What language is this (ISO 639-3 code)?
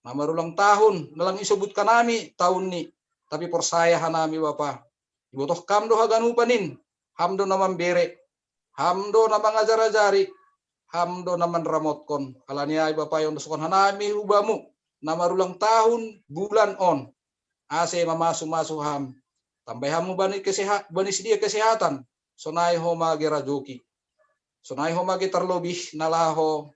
bts